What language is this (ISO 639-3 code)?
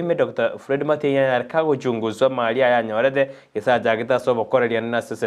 guz